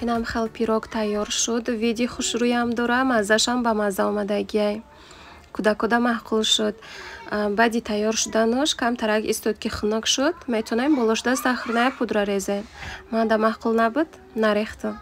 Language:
Tajik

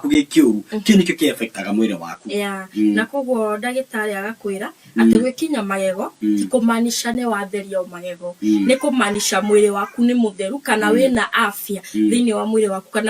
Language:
Kikuyu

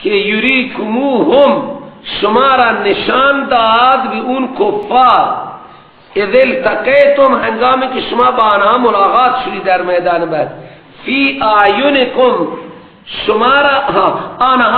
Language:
Persian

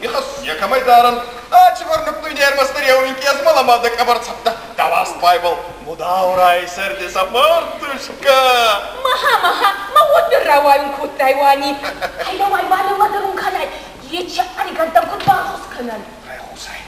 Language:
Ossetic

